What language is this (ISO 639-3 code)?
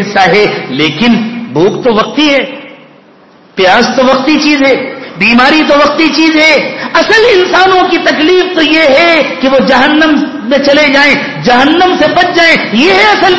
urd